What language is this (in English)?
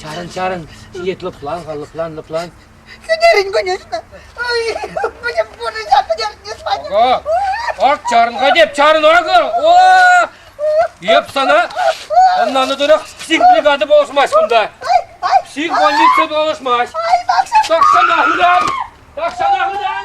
Chuvash